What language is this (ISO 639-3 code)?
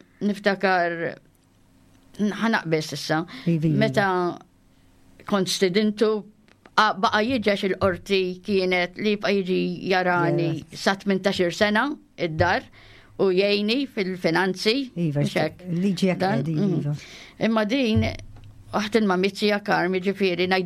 mlt